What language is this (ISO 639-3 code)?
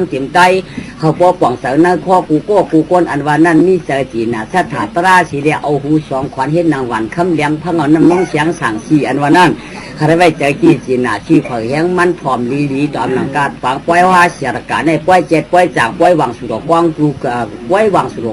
shn